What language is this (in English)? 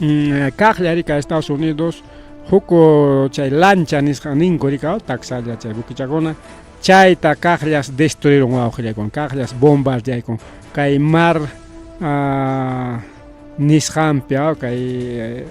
Ayacucho Quechua